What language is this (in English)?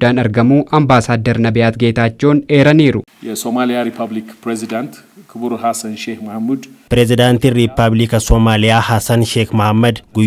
Oromo